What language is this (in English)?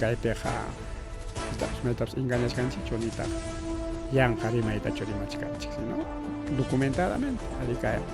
Ayacucho Quechua